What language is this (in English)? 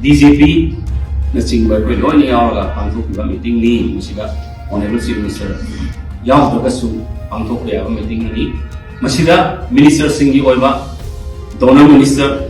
Manipuri